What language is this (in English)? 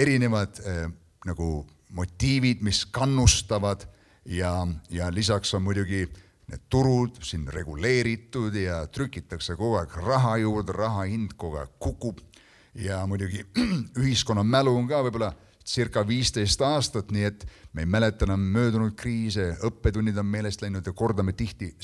Estonian